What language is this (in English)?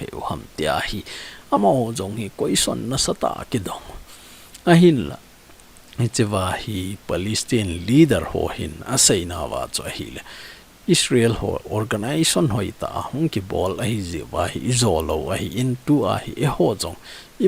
Thado Chin